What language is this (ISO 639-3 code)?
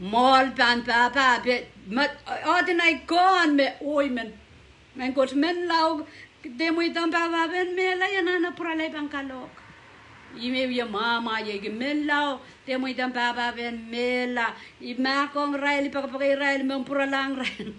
pon